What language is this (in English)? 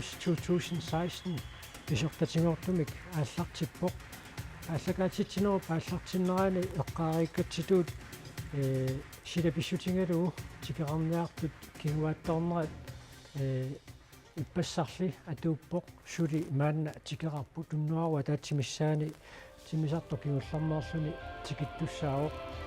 Kalaallisut